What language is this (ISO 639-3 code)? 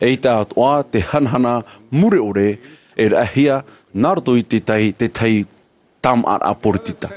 tah